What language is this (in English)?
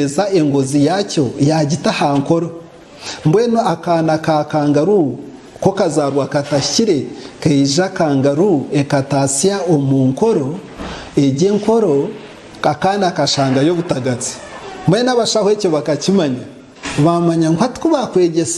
Nyankole